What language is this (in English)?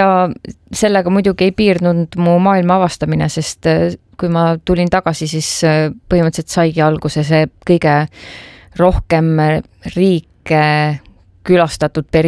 Estonian